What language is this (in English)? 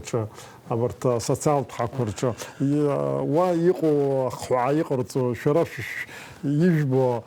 Abkhazian